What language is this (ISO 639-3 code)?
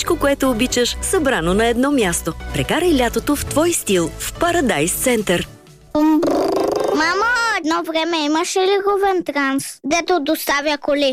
bul